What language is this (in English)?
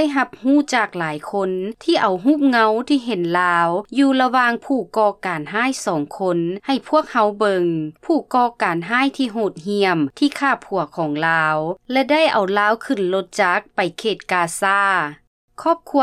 Lao